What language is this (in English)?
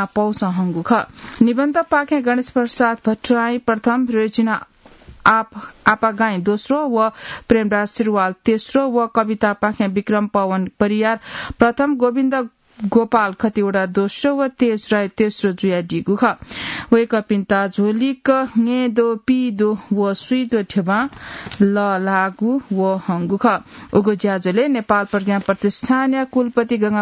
Newari